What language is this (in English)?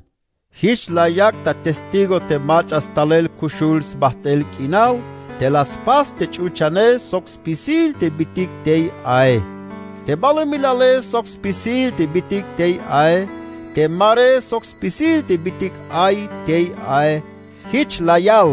Tzeltal